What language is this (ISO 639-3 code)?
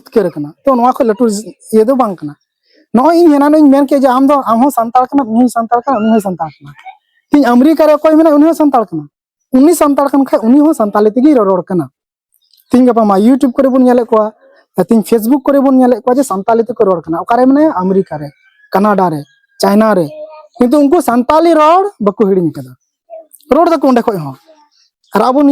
sat